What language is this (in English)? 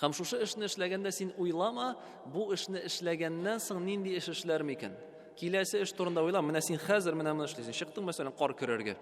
Tatar